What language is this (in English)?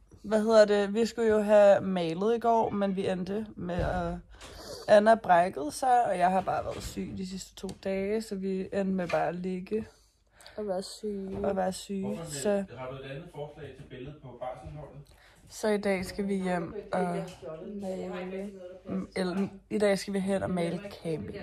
Danish